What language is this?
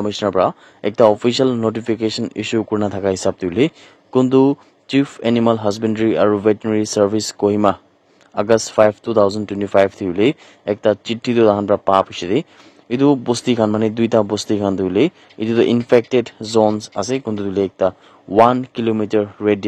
Naga Pidgin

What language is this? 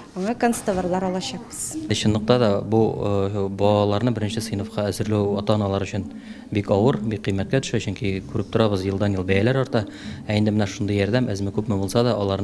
Tatar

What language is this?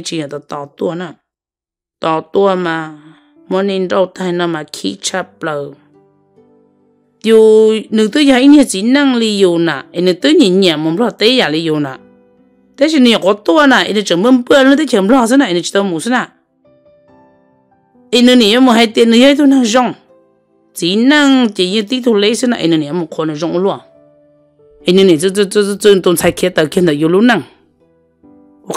Vietnamese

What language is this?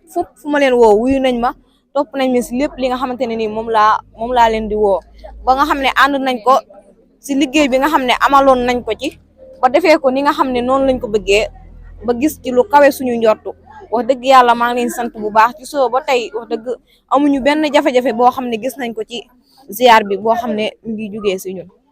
Wolof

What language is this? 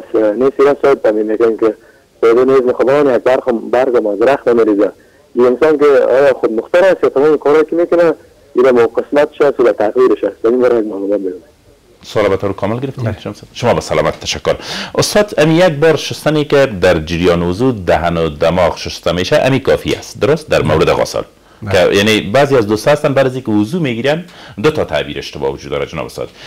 Persian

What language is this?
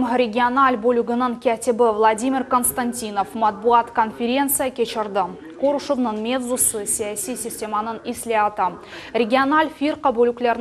Crimean Tatar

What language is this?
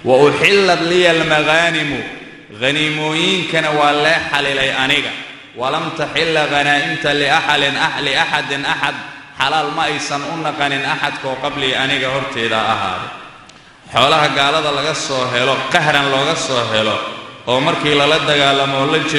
Somali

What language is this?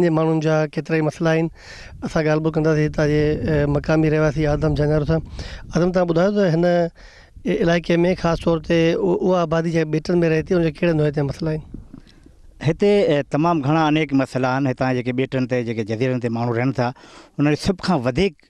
Sindhi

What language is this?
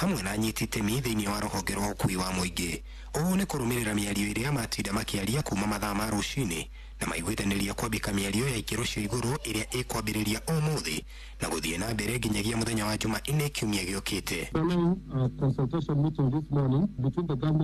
Kikuyu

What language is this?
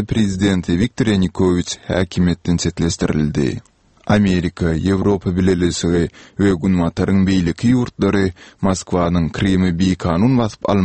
Turkmen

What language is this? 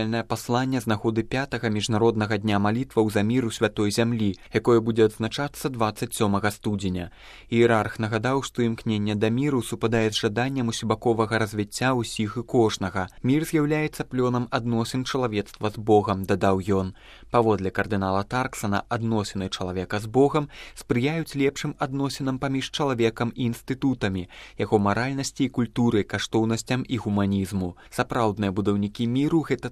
Belarusian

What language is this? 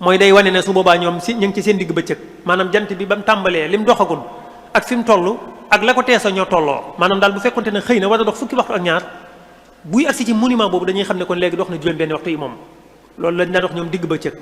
Wolof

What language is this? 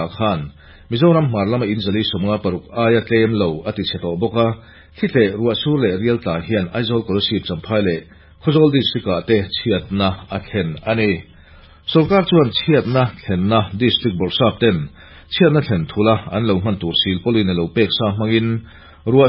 Mizo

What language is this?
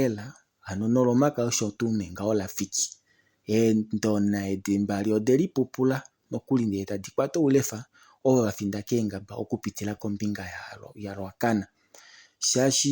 Kuanyama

